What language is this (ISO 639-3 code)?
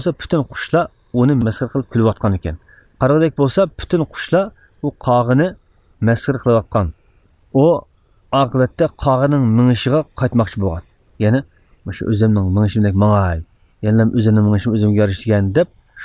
uig